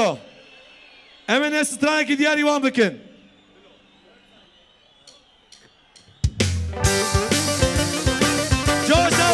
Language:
Kurdish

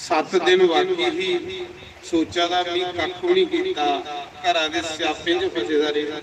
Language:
Dogri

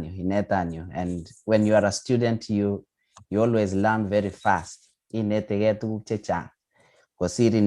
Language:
Kalenjin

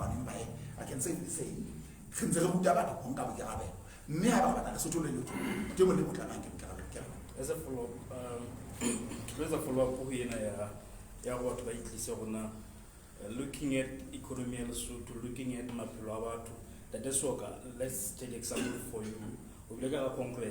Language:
Southern Sotho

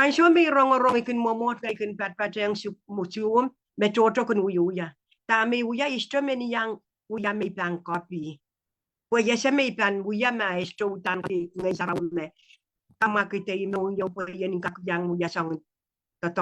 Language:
Pohnpeian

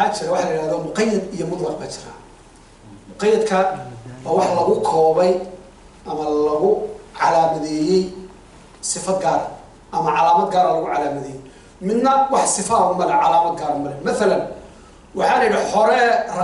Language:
Somali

